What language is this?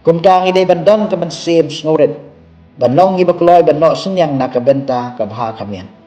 Khasi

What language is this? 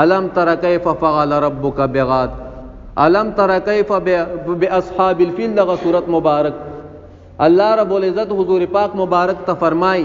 Pashto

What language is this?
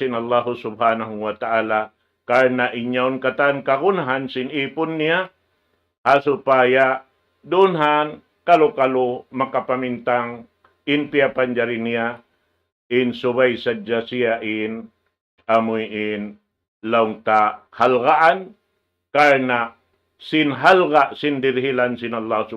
Tausug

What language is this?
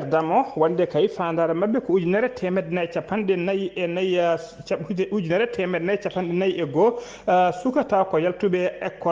Fula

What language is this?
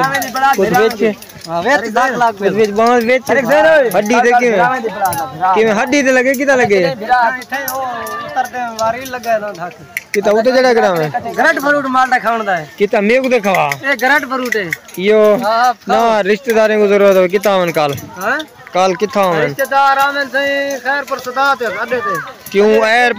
Saraiki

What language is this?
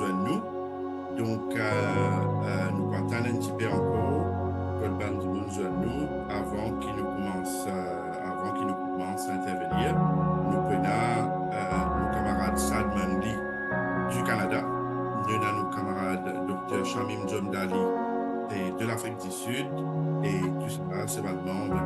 Morisyen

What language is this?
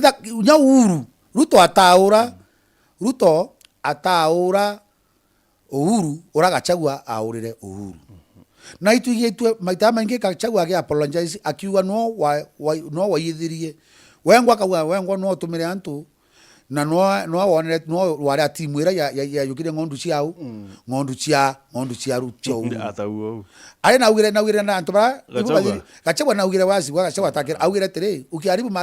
Meru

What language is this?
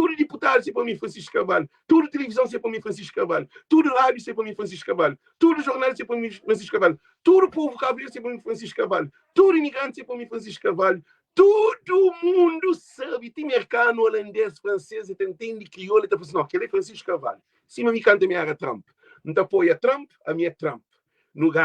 Kabuverdianu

